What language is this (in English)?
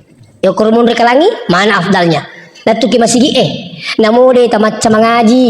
Buginese